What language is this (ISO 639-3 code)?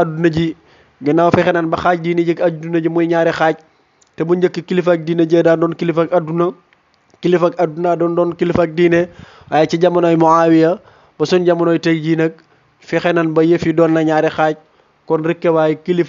wol